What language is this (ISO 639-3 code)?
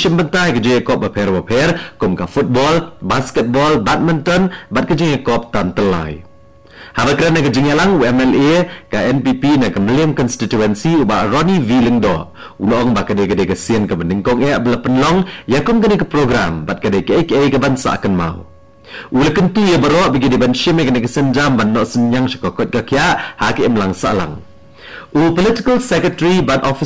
kha